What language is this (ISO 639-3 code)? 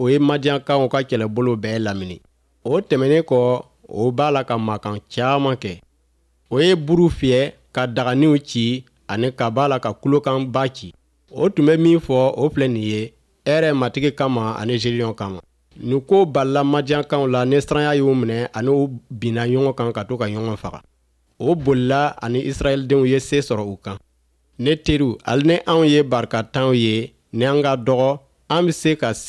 bam